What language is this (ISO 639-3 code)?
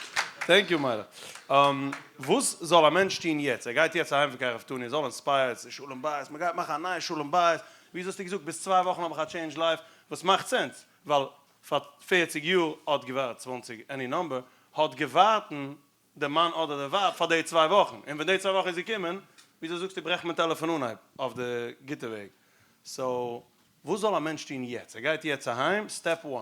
yid